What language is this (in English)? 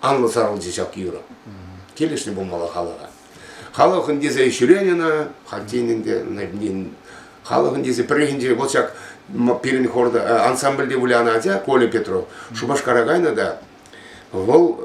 Chuvash